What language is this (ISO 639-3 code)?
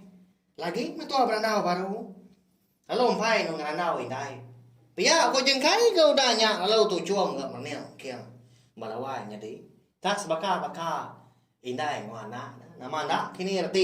iba